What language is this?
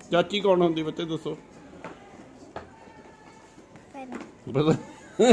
Punjabi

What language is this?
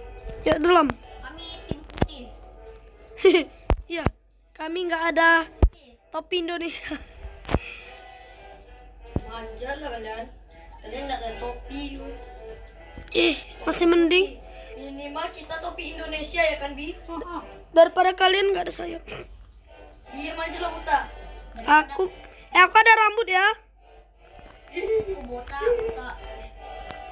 Indonesian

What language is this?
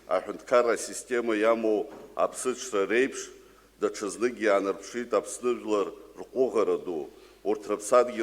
Abkhazian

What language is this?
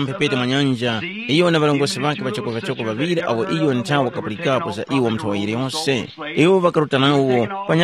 Tumbuka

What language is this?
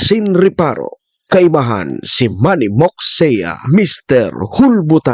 Bikol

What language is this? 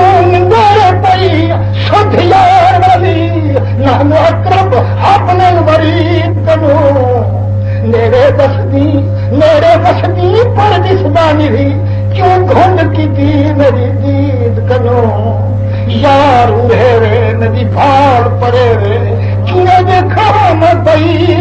Saraiki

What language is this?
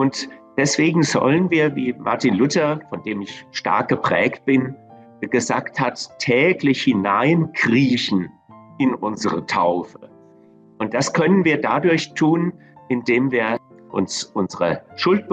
Swiss German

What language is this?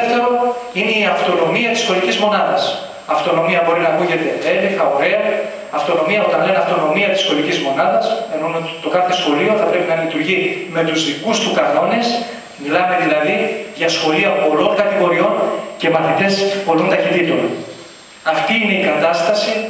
Greek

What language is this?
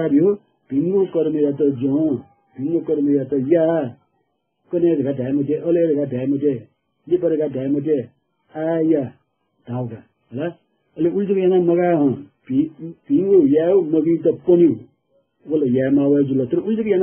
Newari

